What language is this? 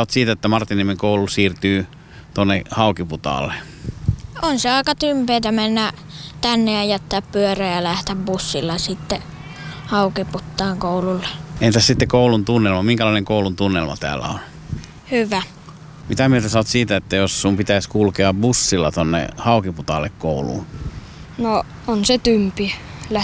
Finnish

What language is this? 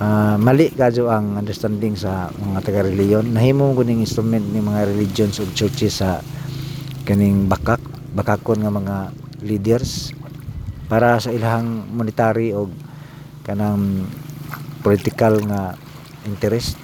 Cebuano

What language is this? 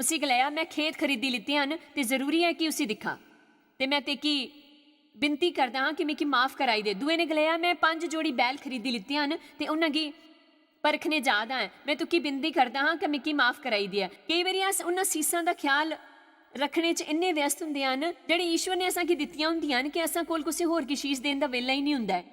Dogri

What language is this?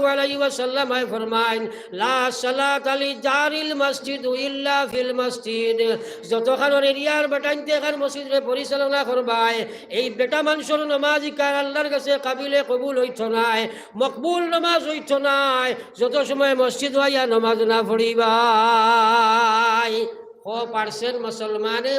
Sylheti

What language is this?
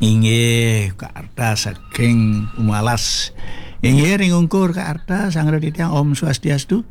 Balinese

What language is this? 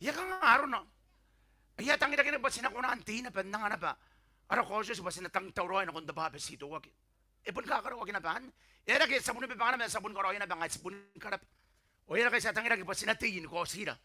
Gilbertese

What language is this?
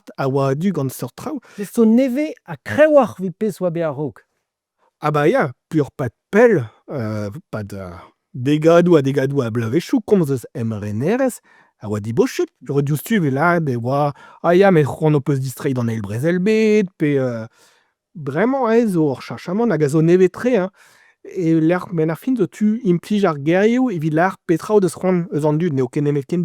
Breton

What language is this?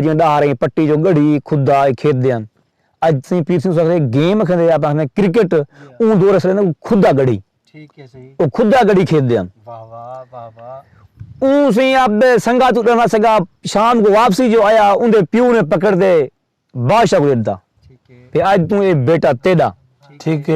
Saraiki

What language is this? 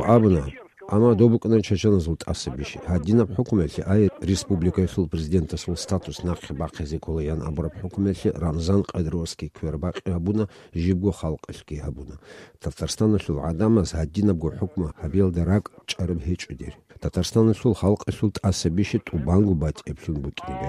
Avaric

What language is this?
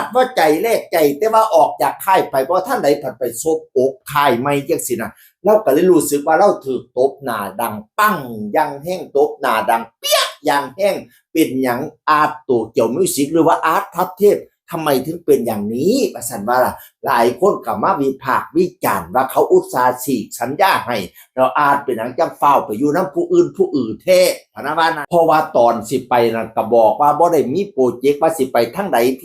Northeastern Thai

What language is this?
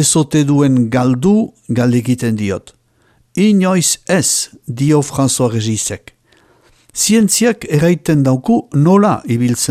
Basque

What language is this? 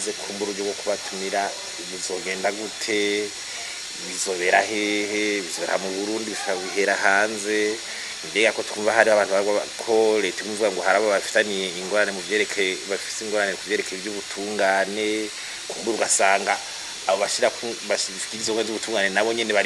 Rundi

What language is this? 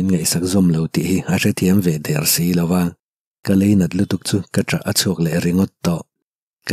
Mizo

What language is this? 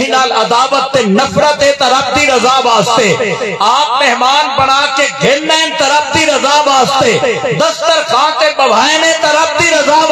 Saraiki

